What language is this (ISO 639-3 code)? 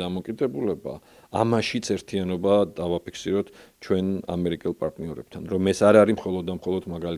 kat